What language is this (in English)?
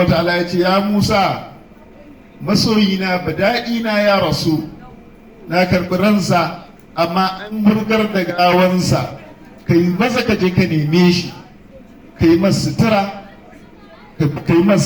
Hausa